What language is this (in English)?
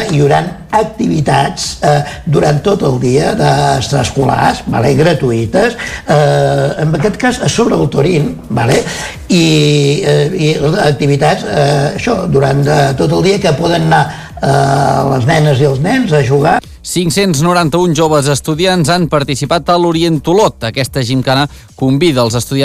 Catalan